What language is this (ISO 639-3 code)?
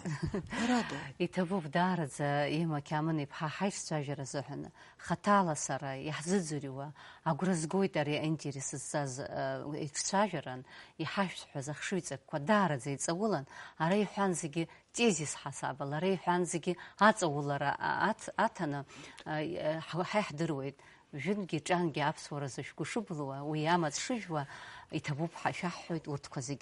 abk